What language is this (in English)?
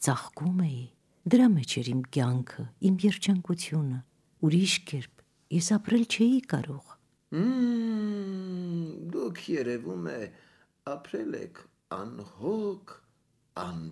Armenian